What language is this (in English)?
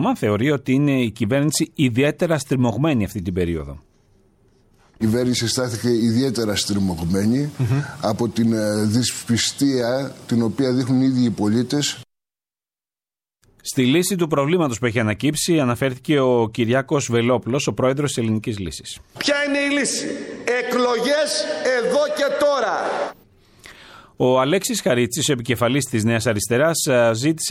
Greek